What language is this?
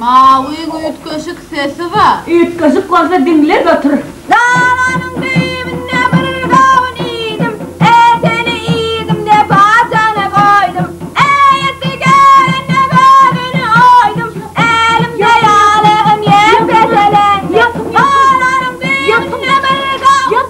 Turkmen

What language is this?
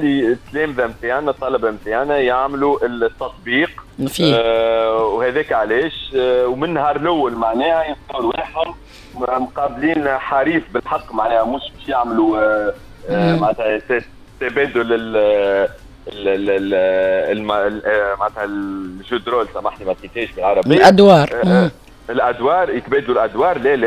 Tunisian Arabic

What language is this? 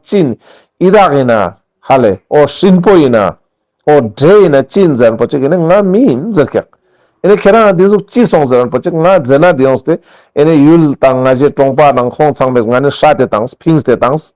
Ladakhi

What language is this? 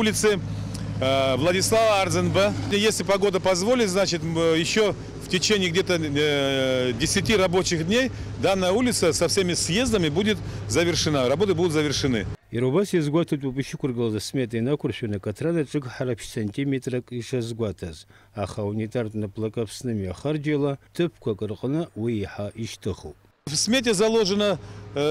Abkhazian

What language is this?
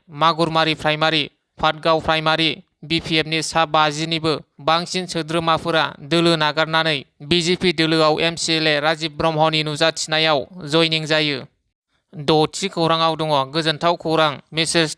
Bodo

